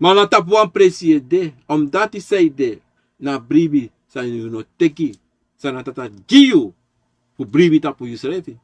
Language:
Sranan Tongo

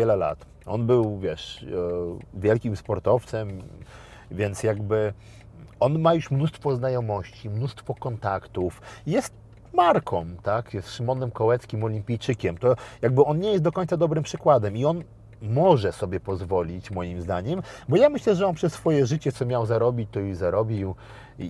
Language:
Polish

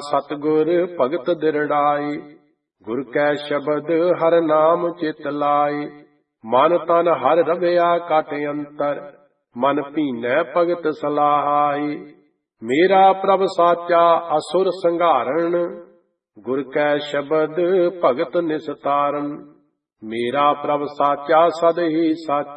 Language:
Punjabi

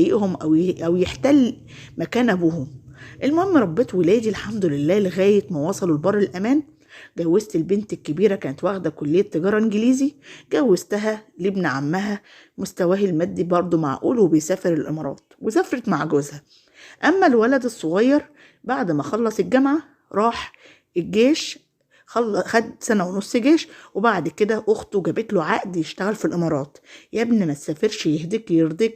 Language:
Egyptian Arabic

